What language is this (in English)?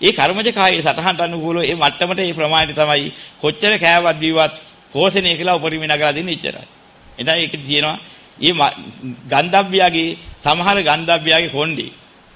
Sinhala